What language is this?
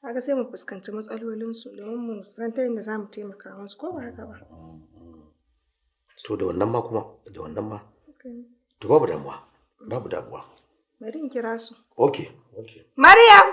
Hausa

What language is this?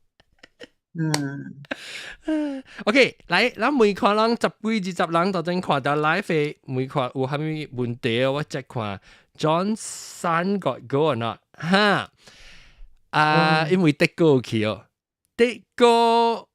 Min Nan Chinese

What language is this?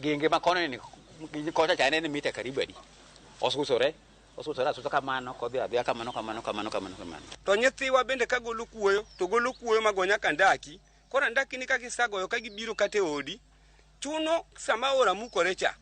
Luo (Kenya and Tanzania)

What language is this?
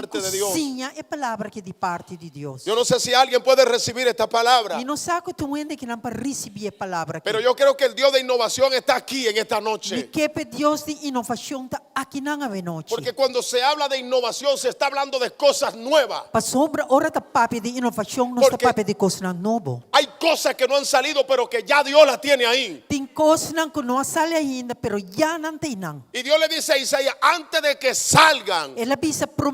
Papiamento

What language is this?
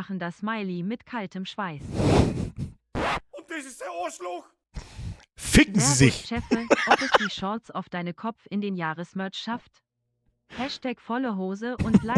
Bavarian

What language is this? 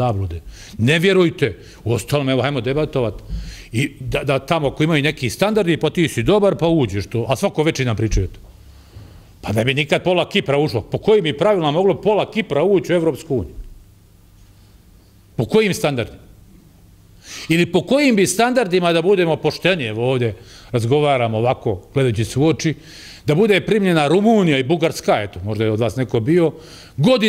Bosnian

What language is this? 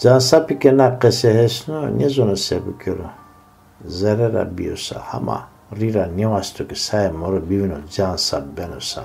Zaza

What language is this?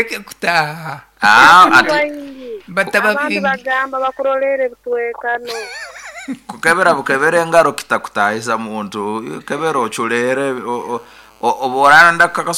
Nyankole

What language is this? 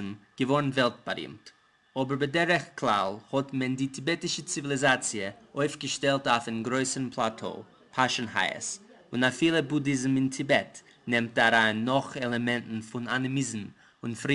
Yiddish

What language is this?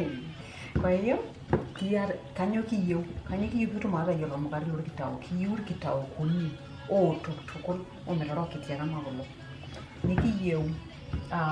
Masai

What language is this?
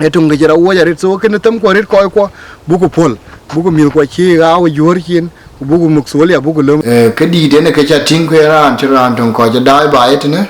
Dinka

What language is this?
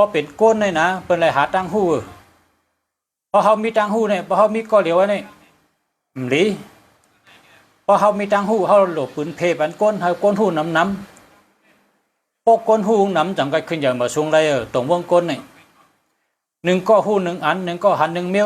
Shan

